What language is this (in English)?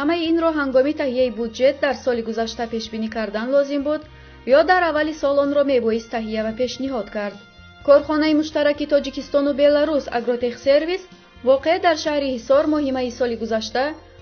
Tajik